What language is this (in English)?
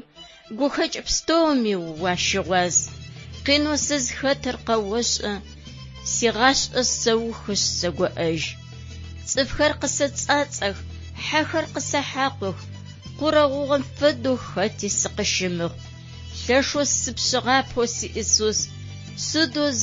Adyghe